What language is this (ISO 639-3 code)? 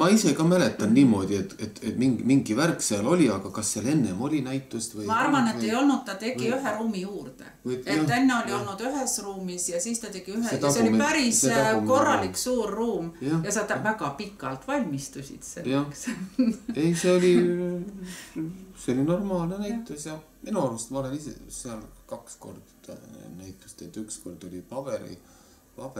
est